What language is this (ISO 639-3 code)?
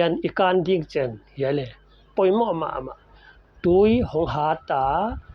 pck